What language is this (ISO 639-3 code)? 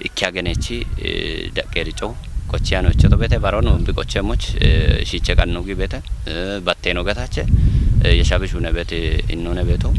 kbr